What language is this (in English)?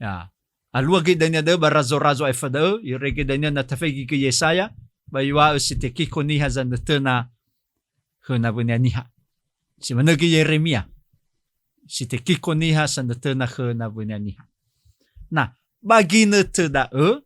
Nias